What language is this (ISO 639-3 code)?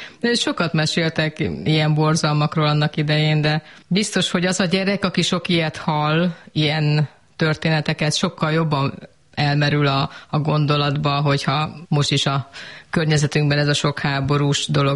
hun